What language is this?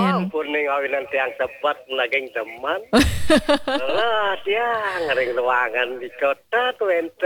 Balinese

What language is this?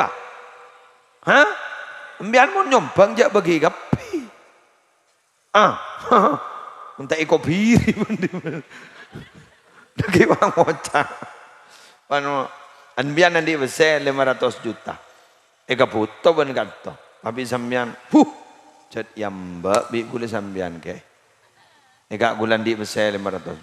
Madurese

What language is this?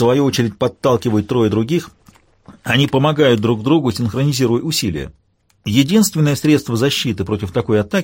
Russian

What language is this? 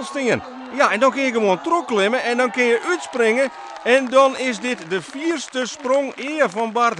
Western Frisian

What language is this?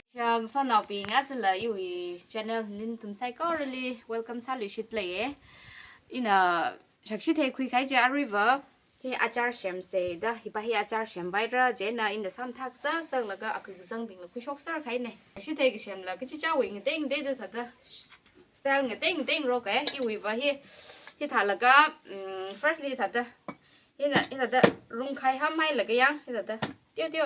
Tangkhul Naga (India)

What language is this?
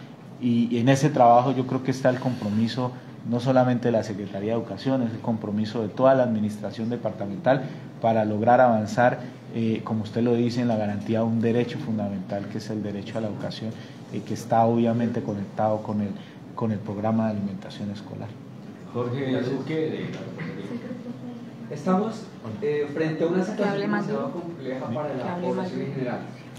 Spanish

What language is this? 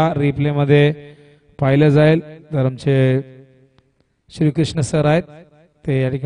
Marathi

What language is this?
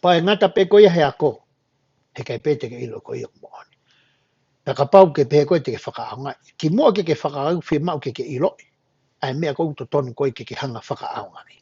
Tongan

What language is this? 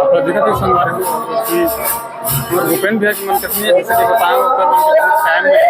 Chhattisgarhi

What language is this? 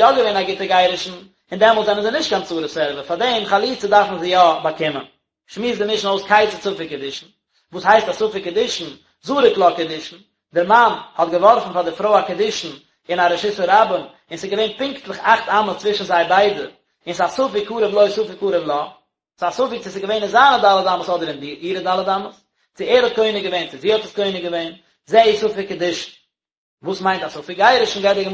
Yiddish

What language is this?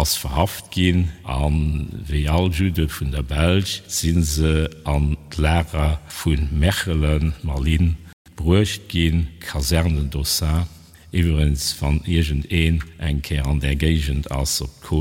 Luxembourgish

